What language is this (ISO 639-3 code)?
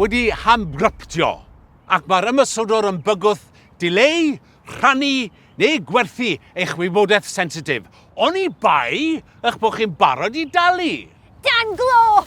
cym